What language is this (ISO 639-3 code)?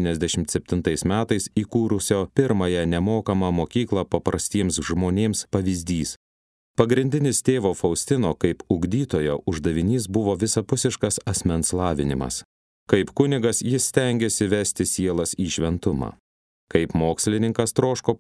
lit